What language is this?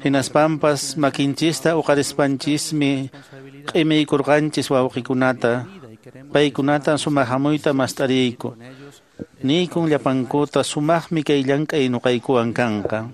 Quechua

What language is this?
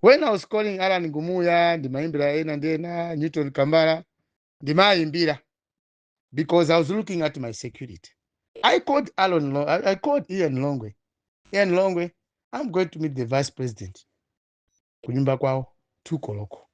Nyanja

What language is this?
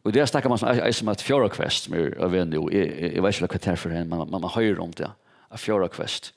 Faroese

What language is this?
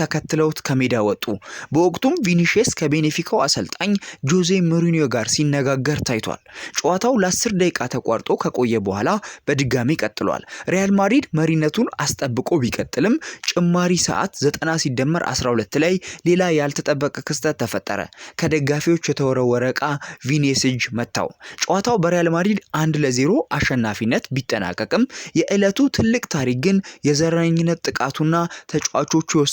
Amharic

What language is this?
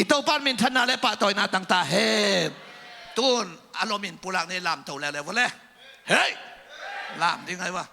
Tedim Chin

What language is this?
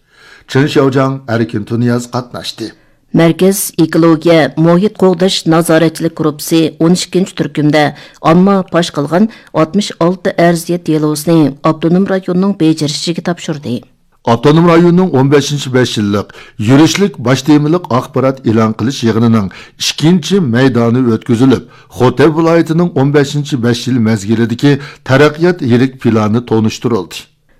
Uyghur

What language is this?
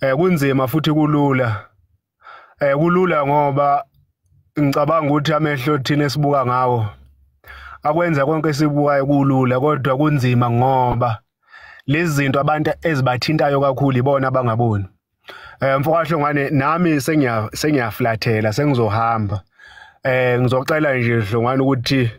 Zulu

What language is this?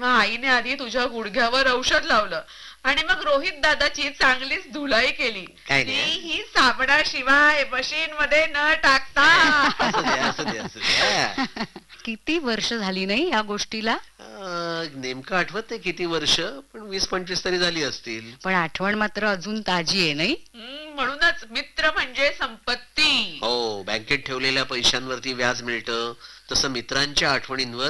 Marathi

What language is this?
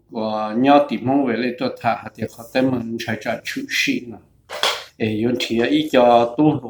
Hmong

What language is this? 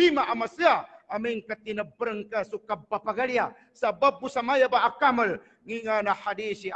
Maguindanaon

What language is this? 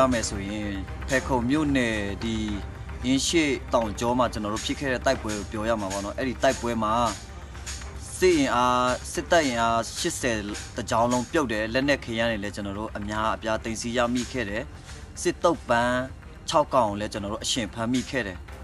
Burmese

